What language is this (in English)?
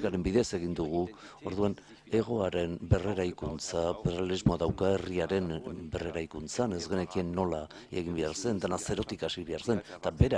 Basque